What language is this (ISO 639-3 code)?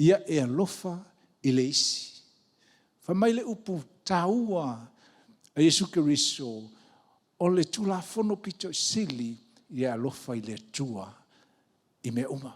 smo